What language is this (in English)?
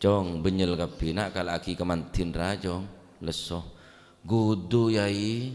Madurese